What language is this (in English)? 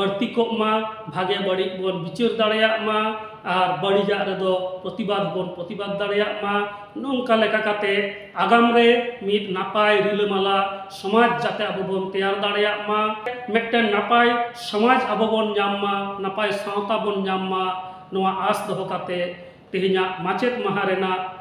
Santali